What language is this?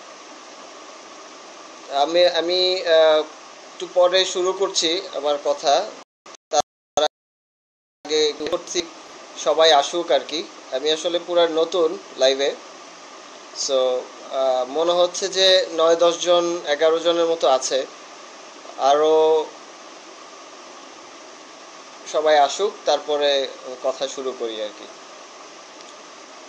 Bangla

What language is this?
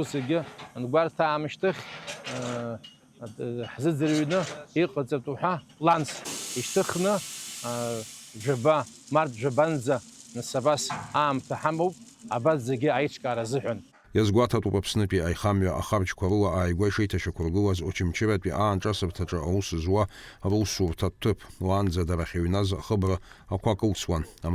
Abkhazian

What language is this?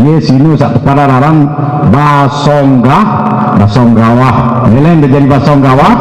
Sasak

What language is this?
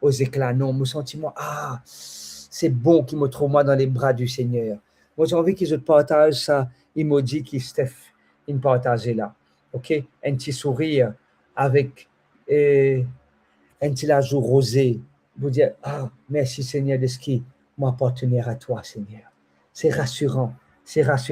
Morisyen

